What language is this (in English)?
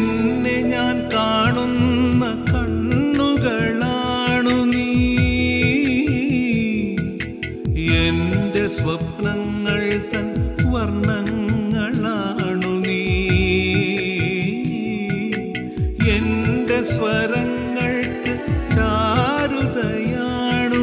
Malayalam